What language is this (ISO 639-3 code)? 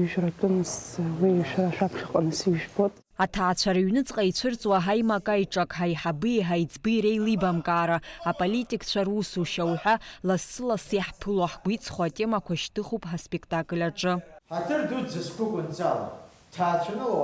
abk